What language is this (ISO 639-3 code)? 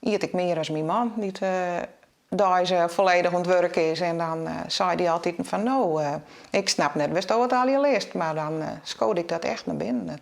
fry